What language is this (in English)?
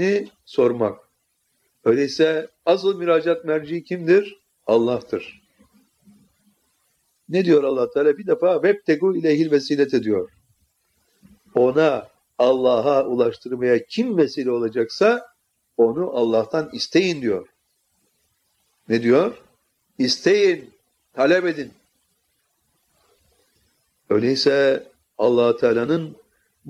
Turkish